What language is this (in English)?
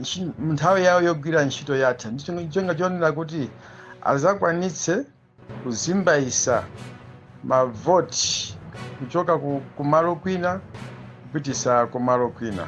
Nyanja